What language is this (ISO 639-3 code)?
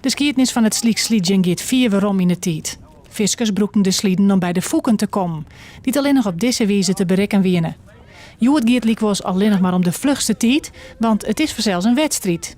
fry